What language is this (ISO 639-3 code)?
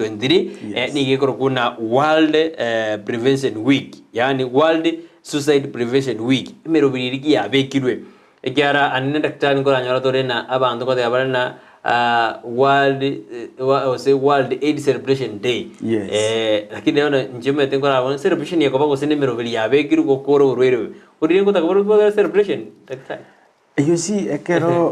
guz